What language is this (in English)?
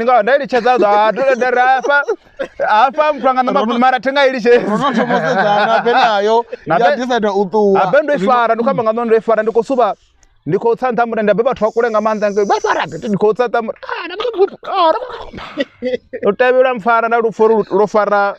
Venda